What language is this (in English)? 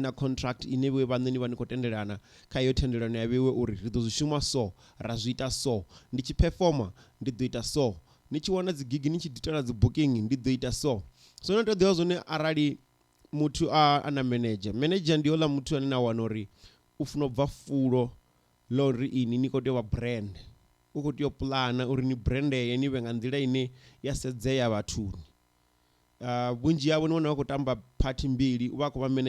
Venda